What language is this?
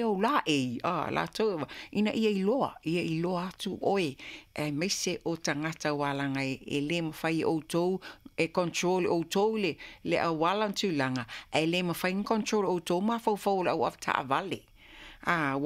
Samoan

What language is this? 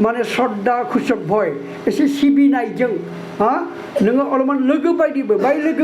Bodo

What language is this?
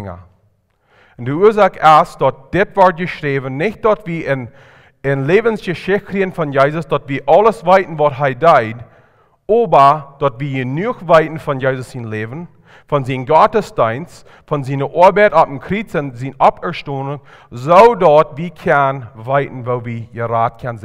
Plautdietsch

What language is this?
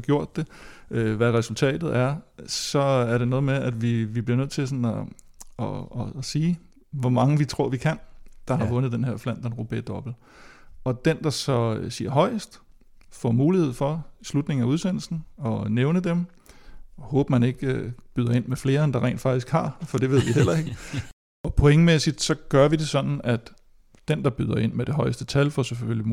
Danish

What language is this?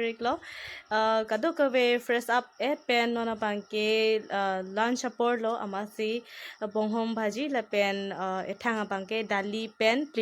Karbi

